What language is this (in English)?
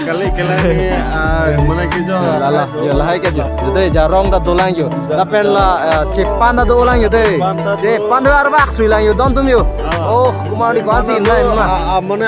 Karbi